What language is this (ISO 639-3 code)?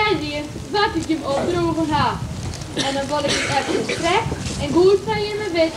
fry